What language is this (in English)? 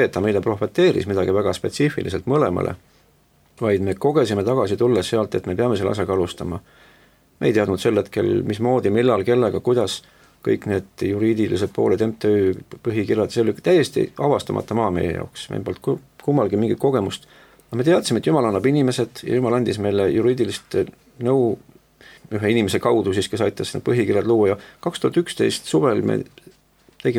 Estonian